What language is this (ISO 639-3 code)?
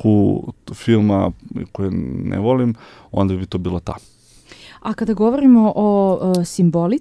srp